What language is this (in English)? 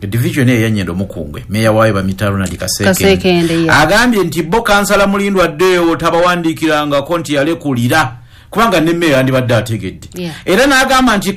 Ganda